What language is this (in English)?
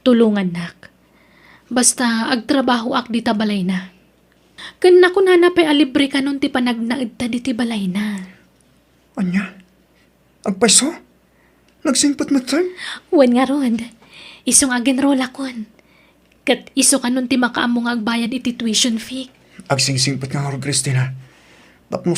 Iloko